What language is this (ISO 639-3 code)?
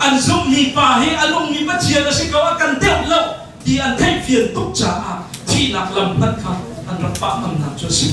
cnh